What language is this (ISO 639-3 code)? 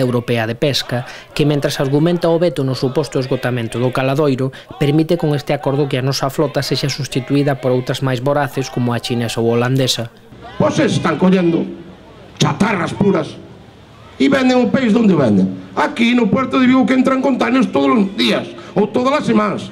glg